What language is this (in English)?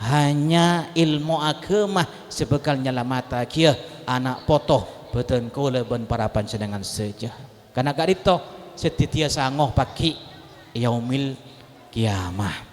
Madurese